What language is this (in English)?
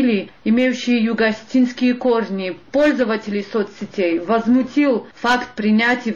Russian